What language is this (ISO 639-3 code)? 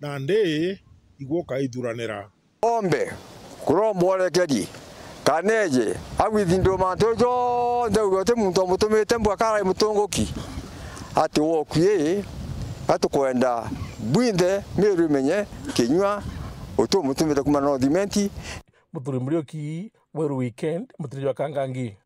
mer